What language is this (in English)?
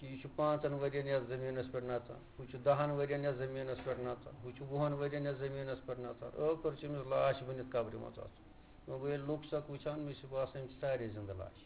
Kashmiri